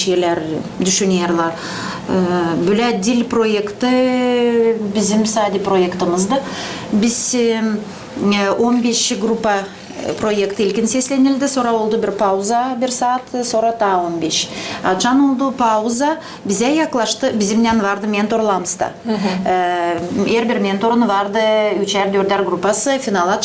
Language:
Gagauz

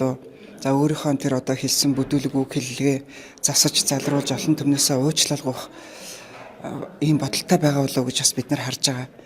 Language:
Mongolian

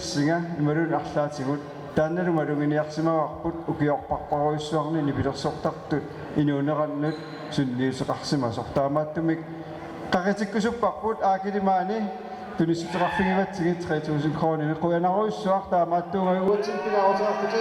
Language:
Kalaallisut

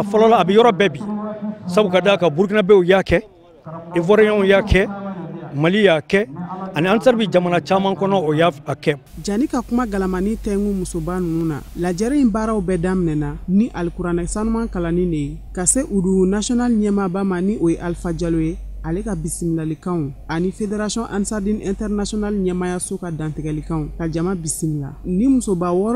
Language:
Bambara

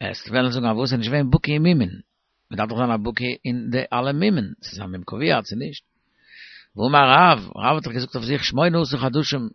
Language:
Yiddish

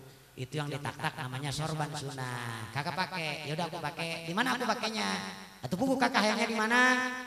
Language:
Indonesian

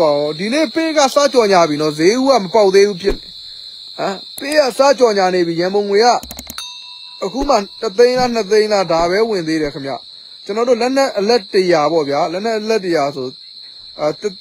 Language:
Burmese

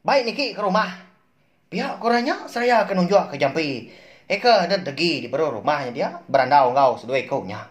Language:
Iban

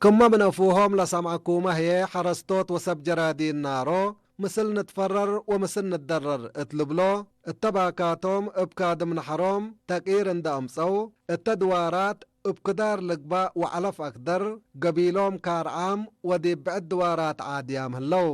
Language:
Tigre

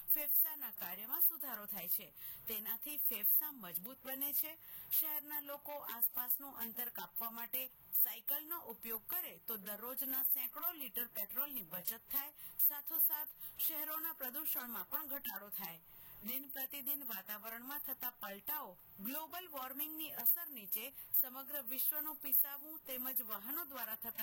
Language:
Gujarati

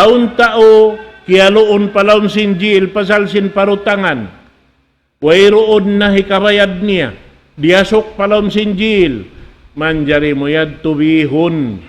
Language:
Tausug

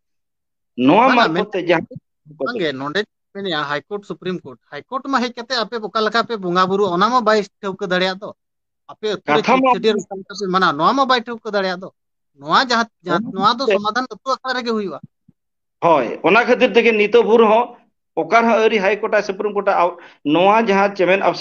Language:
Santali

